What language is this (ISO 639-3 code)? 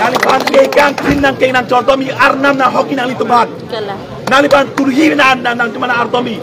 mjw